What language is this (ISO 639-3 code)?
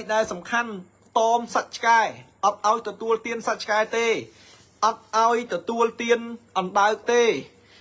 khm